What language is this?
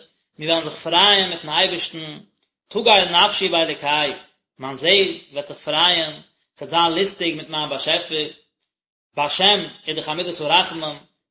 Yiddish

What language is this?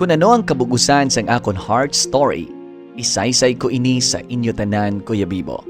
Hiligaynon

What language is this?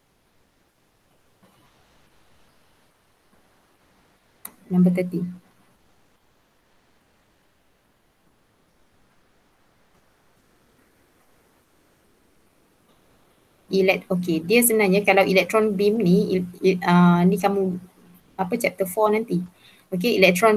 Malay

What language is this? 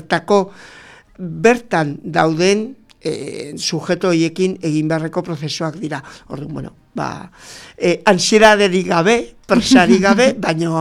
Basque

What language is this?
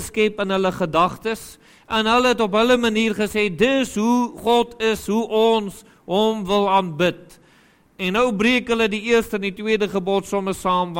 Afrikaans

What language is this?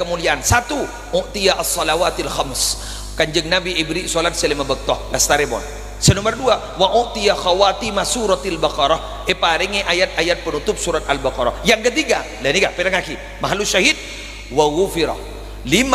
Madurese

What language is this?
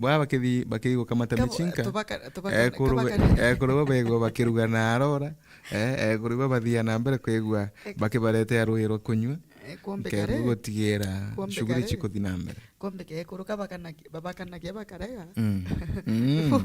Meru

